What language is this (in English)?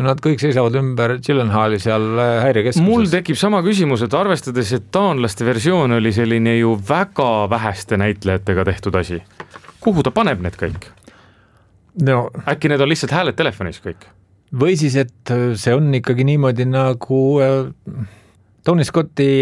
Estonian